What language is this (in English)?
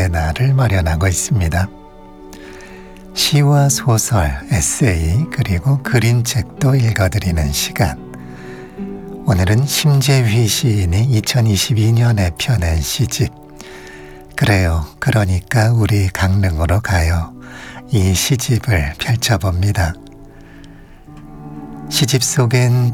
Korean